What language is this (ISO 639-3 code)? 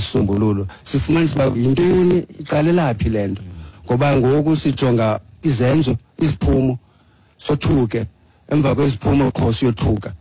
xho